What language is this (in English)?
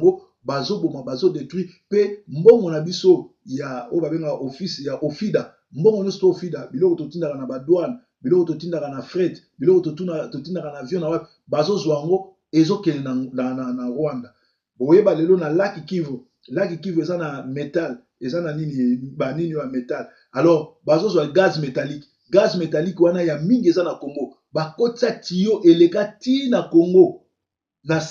Lingala